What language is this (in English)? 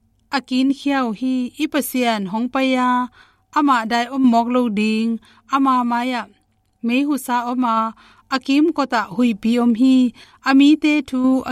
Tedim Chin